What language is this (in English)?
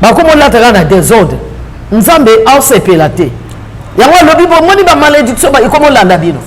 Lingala